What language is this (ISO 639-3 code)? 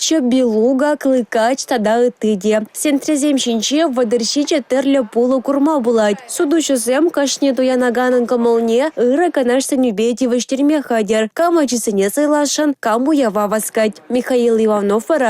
chv